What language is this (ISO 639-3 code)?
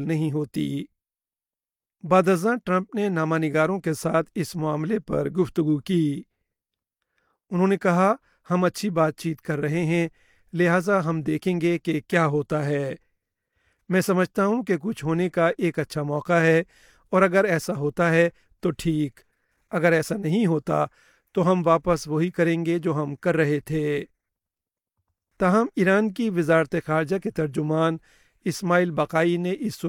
urd